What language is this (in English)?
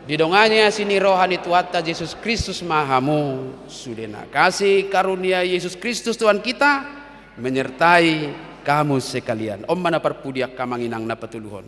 Batak Toba